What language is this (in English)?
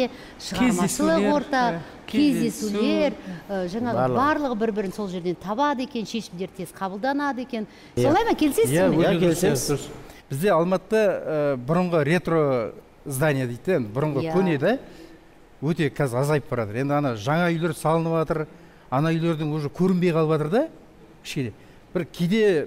Kazakh